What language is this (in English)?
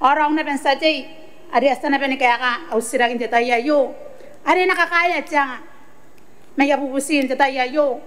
Gilbertese